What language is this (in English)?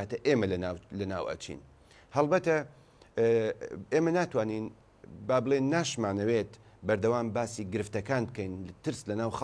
Central Kurdish